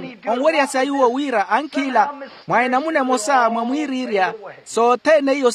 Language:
Makhuwa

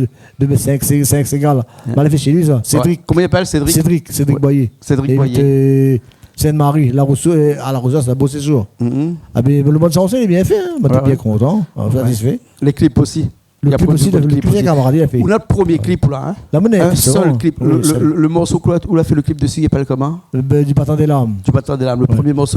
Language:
Réunion Creole French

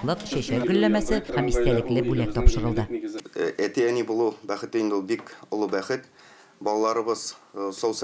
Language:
Tatar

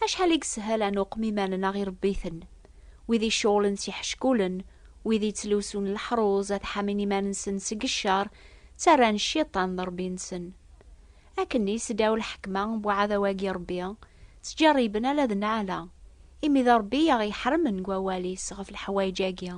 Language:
Kabyle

